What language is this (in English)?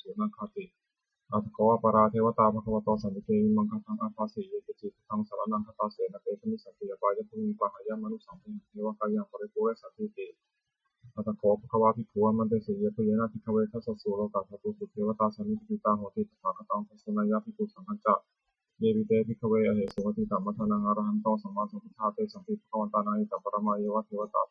Pali